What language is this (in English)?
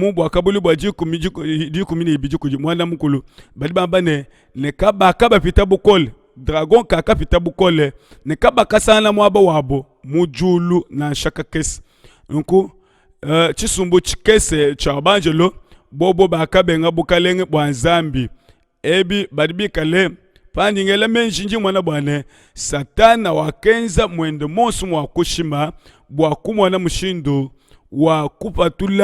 Luba-Lulua